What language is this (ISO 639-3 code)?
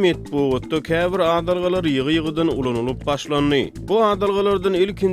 tuk